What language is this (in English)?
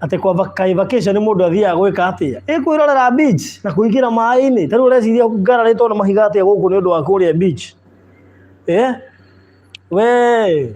Kikuyu